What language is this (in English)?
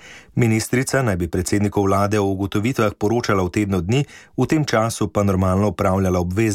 Slovenian